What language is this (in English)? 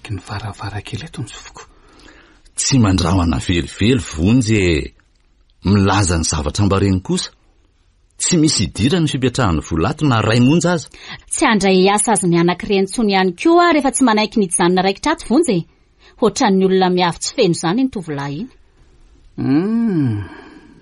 Malagasy